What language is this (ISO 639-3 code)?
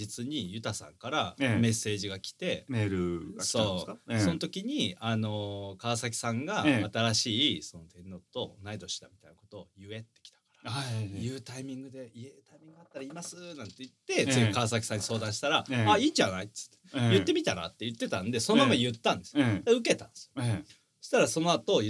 jpn